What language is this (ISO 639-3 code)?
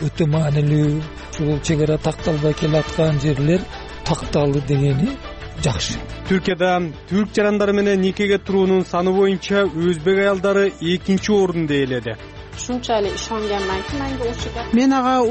kir